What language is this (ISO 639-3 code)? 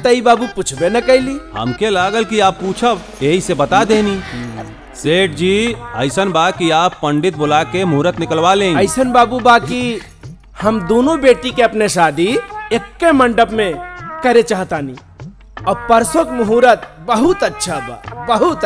bho